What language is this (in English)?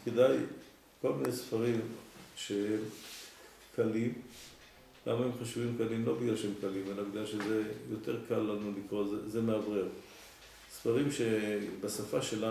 Hebrew